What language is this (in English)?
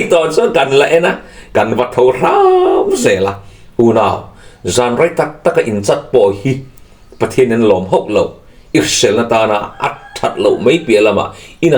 Mizo